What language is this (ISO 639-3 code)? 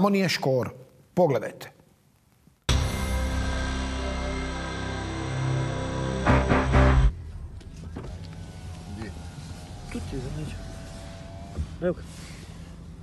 hrv